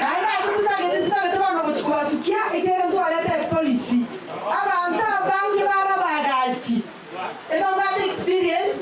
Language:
Gusii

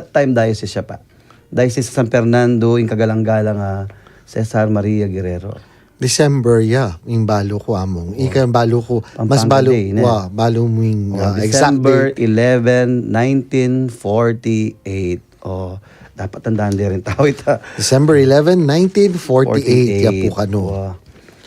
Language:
Pampanga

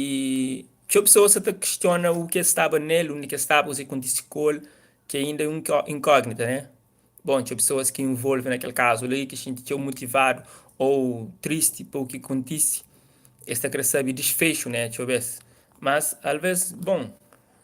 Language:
Kabuverdianu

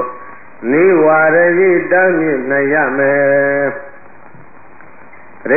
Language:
Burmese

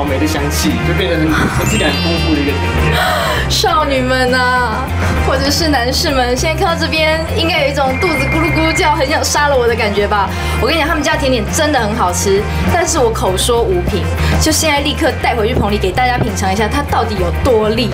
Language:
Chinese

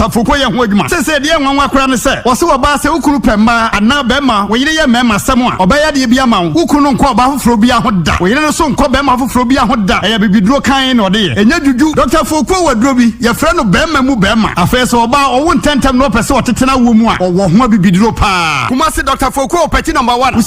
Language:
Akan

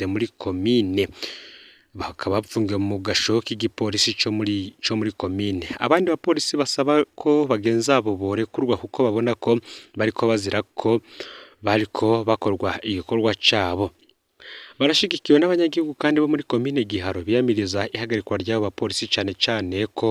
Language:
Rundi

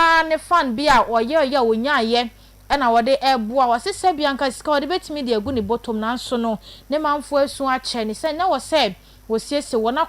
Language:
Akan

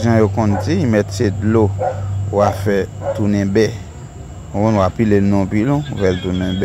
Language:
Haitian Creole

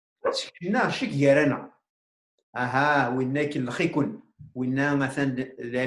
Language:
Kabyle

